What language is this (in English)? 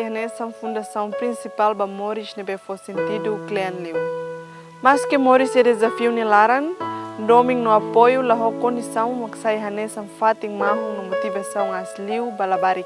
Tetum